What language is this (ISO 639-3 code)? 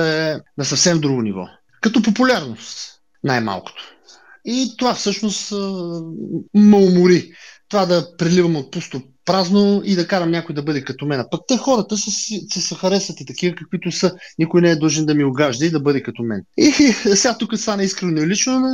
bul